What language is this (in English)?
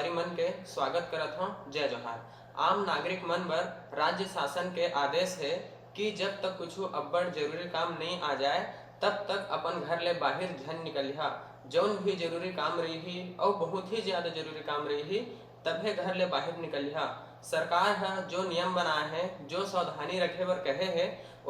Chhattisgarhi